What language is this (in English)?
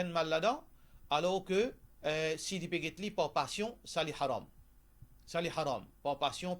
Morisyen